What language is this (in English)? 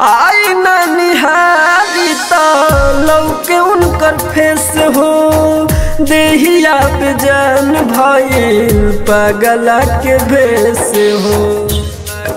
Bhojpuri